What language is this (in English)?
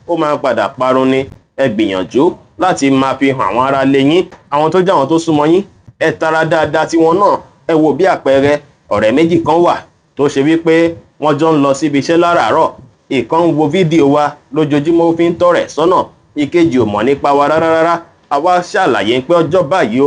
Yoruba